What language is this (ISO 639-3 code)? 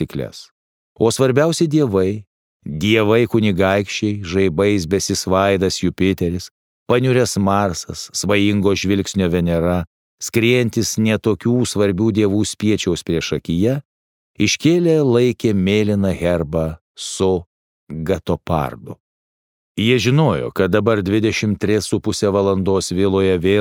lit